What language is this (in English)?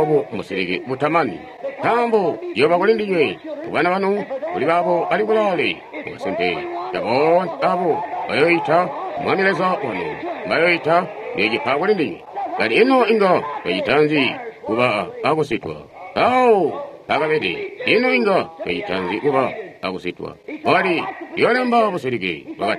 Tonga (Zambia)